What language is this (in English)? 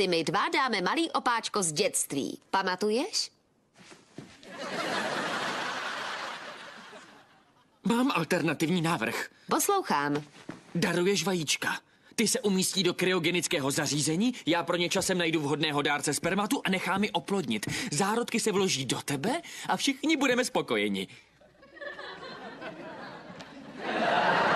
Czech